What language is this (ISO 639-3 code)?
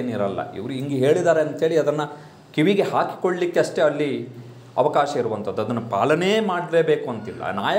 kan